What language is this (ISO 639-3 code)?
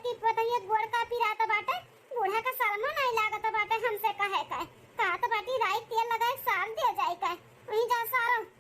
awa